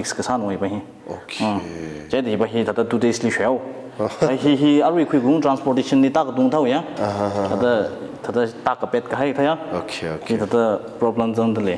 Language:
Tangkhul Naga (India)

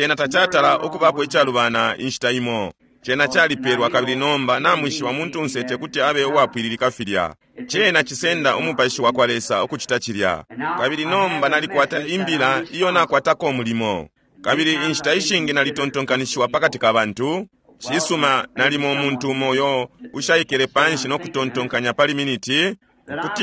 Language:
Bemba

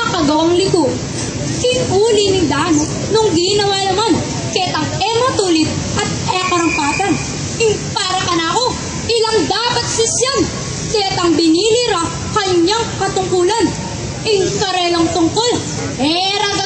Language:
Pampanga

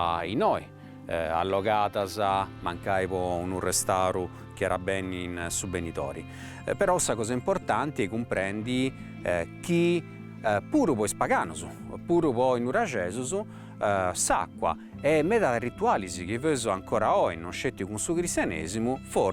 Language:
Sardinian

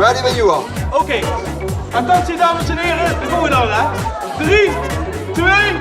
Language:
Limburgish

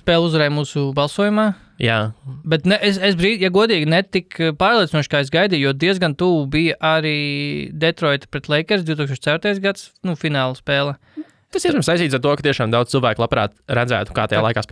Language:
Latvian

